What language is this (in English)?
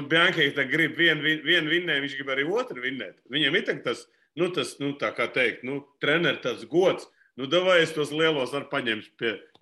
Latvian